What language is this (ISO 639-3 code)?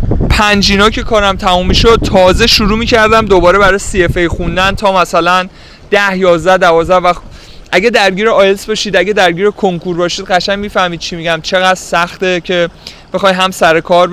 fas